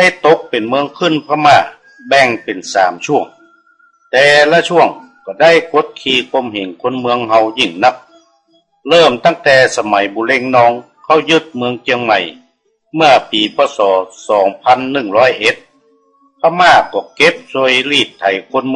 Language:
Northern Thai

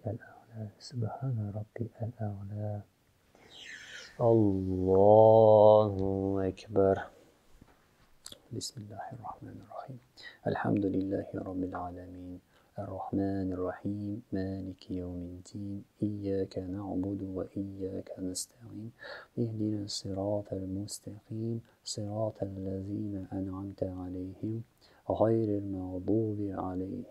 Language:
Arabic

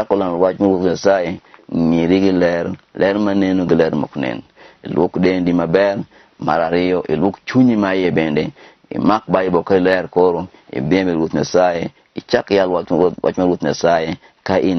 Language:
Luo (Kenya and Tanzania)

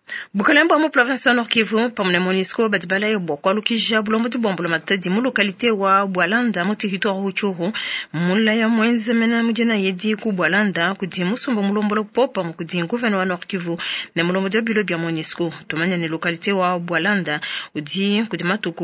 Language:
Luba-Lulua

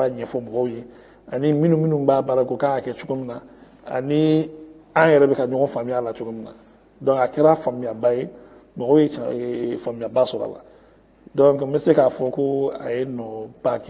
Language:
Bambara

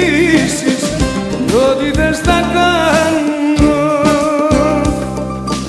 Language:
Greek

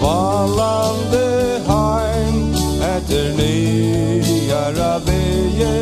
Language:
Faroese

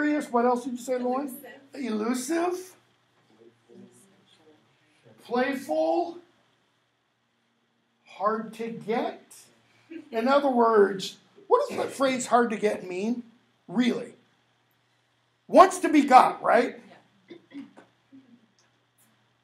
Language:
English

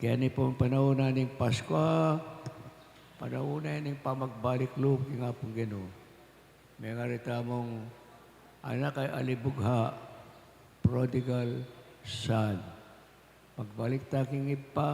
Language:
Pampanga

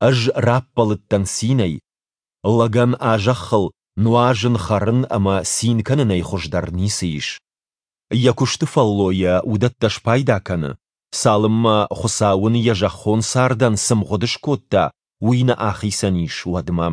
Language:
Ossetic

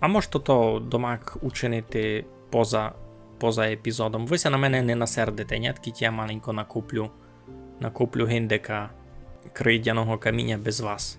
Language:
Rusyn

